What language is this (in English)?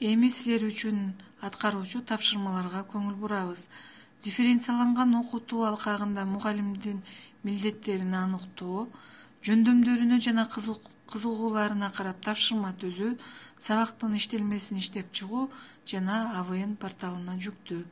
Kyrgyz